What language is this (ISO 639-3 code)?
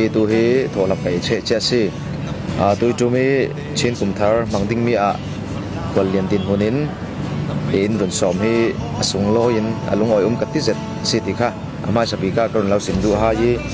cfm